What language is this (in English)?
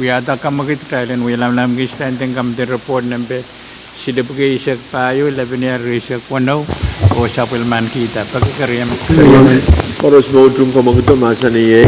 Pohnpeian